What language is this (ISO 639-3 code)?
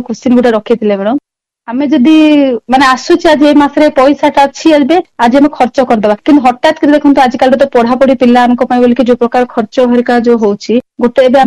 ori